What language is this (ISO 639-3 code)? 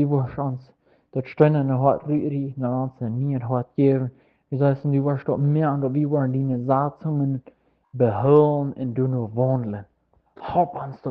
pdt